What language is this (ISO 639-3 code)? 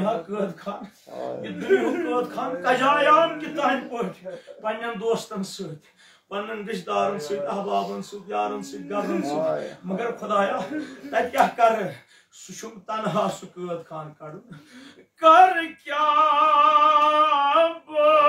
kas